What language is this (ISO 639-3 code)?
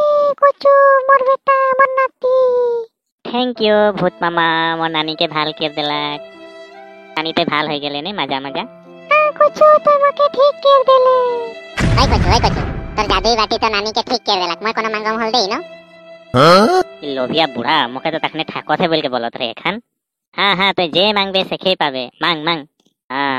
sck